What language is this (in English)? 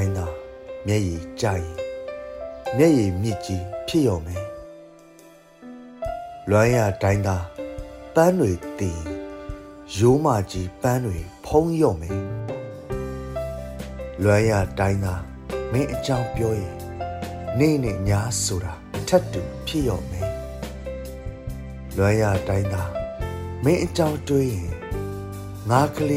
Burmese